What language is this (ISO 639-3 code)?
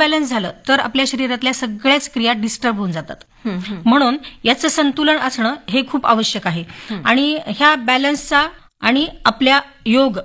mar